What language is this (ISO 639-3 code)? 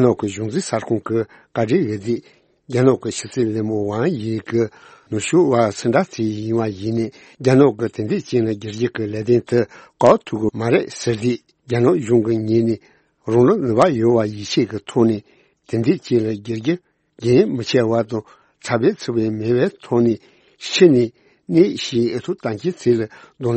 bod